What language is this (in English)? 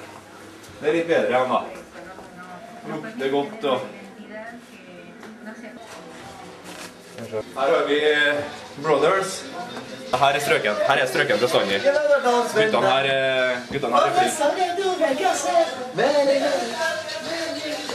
Norwegian